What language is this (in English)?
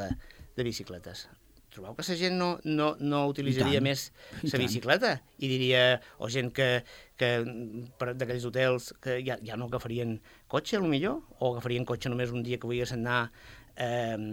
Catalan